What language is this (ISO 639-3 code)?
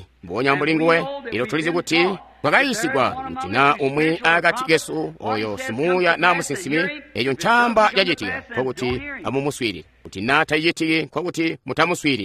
toi